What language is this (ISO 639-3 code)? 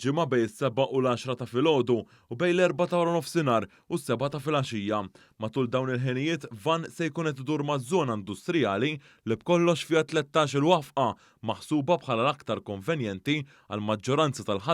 mlt